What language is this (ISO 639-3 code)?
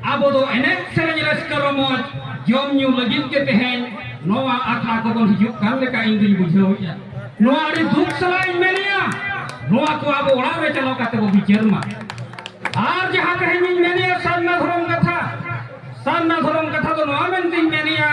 sat